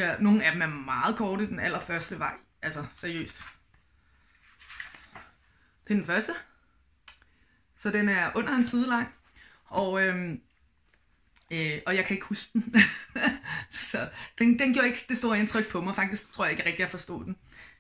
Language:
Danish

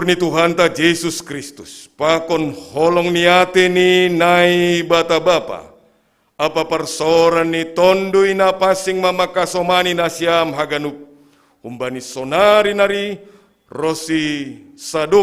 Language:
Batak Simalungun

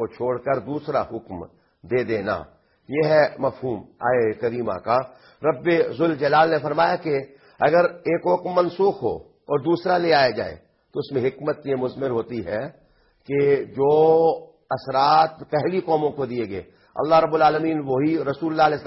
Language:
Urdu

